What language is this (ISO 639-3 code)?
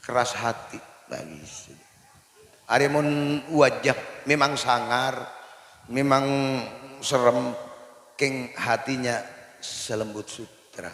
mad